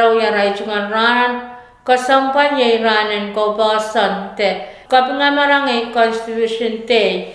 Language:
Pohnpeian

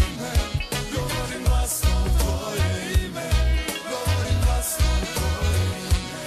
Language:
Croatian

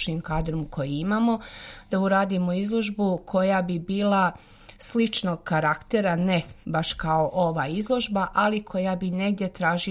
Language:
Serbian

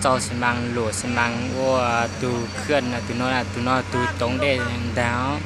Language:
Hmong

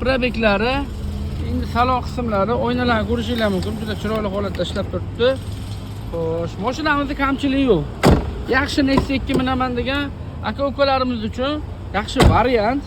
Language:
Uzbek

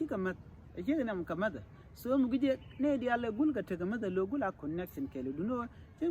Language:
Nuer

